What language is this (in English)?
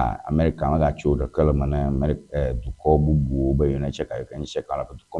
Ewe